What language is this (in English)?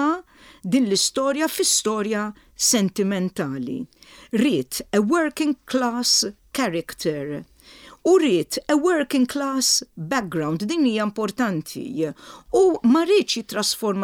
Maltese